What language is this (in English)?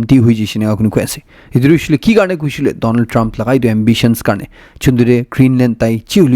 Naga Pidgin